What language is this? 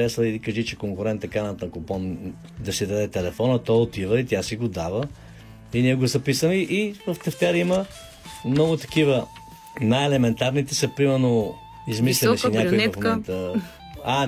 Bulgarian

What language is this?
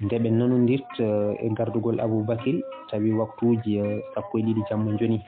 Fula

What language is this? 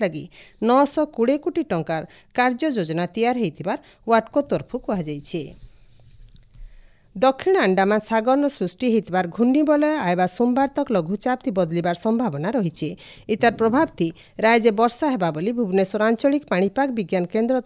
Odia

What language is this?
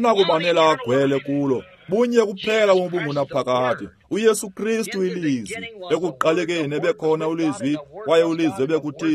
Xhosa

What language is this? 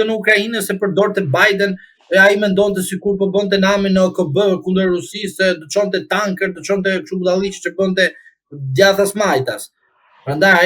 Albanian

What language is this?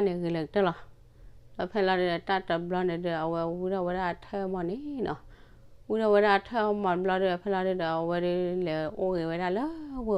S'gaw Karen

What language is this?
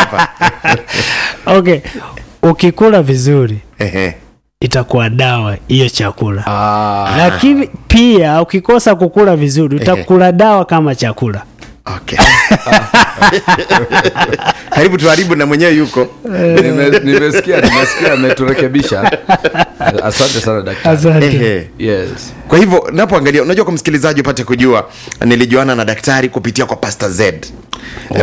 Swahili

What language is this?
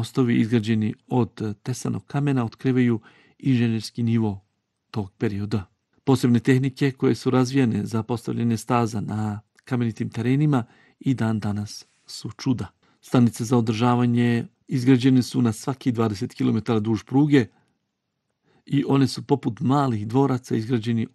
Bosnian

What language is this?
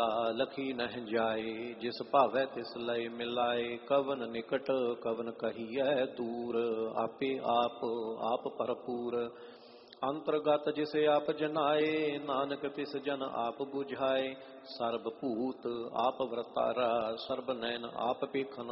Punjabi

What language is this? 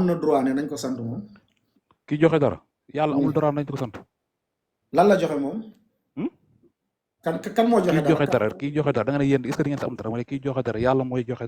Wolof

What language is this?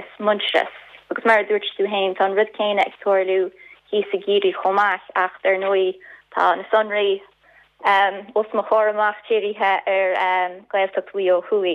Irish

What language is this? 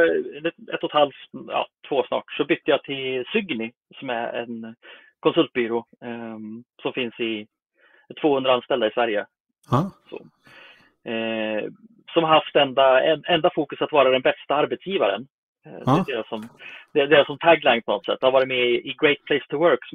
Swedish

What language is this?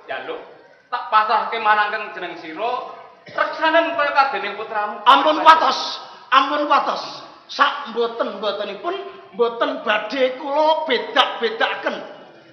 Javanese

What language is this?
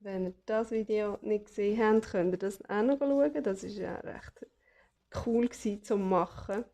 Swiss German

